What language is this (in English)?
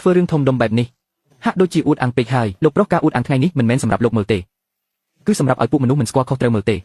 Khmer